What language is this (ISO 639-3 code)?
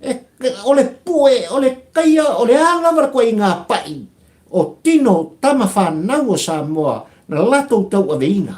smo